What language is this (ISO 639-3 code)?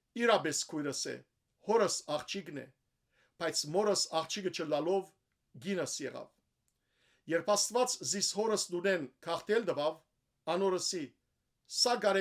hyw